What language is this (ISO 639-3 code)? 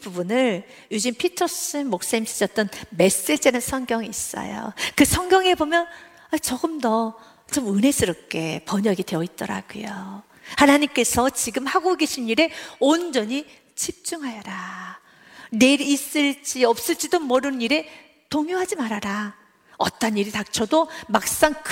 kor